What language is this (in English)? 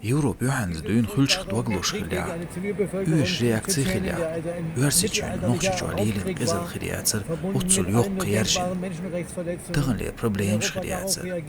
Chechen